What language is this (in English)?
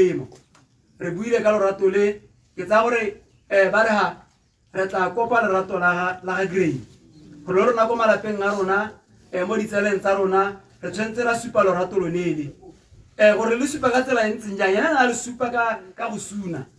Tswana